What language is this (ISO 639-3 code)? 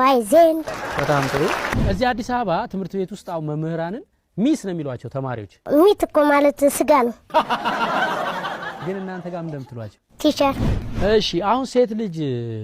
amh